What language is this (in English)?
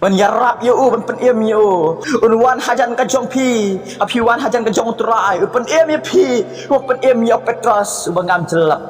Khasi